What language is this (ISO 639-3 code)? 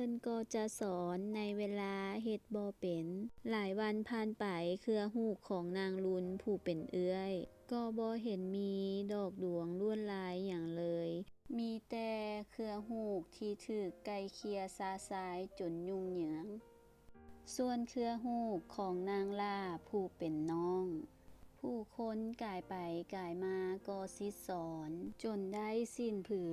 lao